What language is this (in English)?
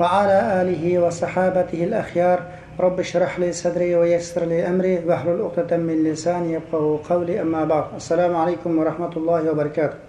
Uyghur